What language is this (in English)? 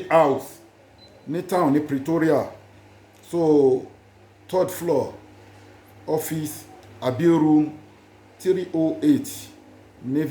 Yoruba